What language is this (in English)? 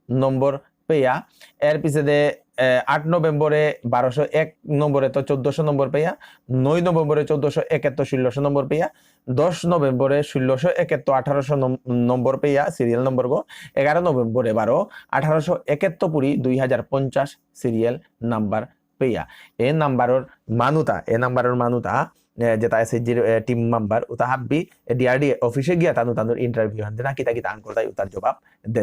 Bishnupriya